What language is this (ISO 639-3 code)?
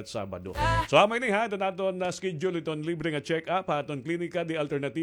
war